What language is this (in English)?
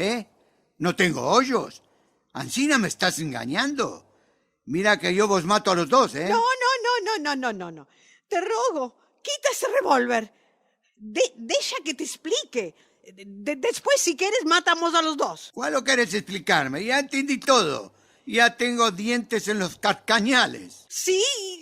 Ladino